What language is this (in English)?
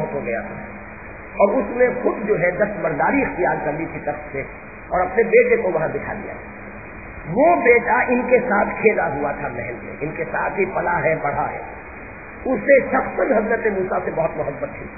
Urdu